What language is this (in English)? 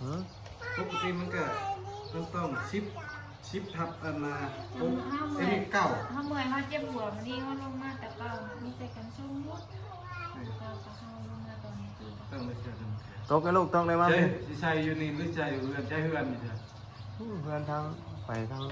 Northeastern Thai